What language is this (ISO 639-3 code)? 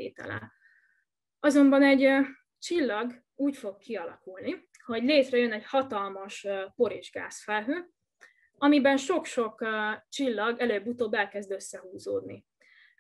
hun